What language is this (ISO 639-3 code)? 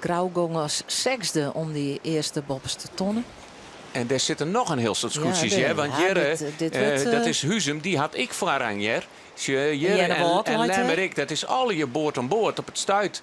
fry